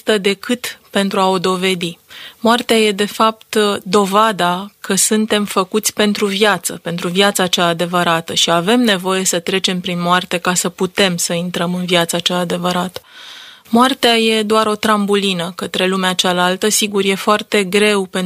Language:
Romanian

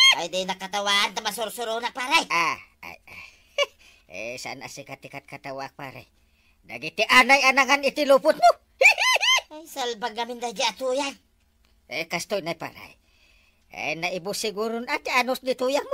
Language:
Iloko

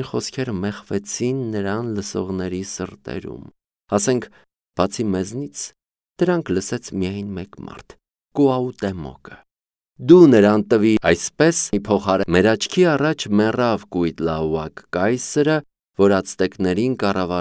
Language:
Armenian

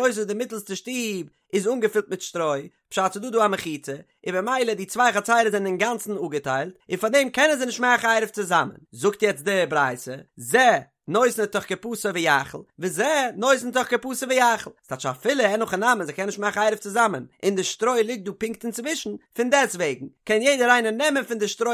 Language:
Yiddish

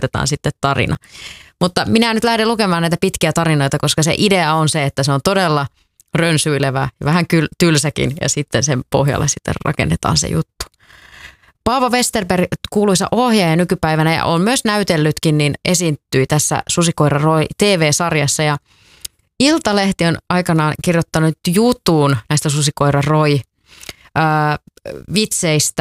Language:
Finnish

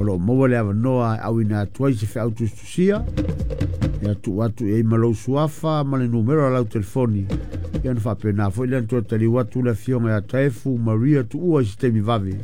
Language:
Samoan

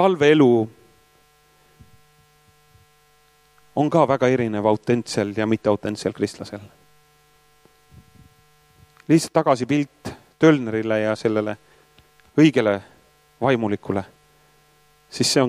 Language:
Estonian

